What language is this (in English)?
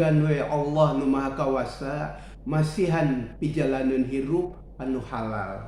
Sundanese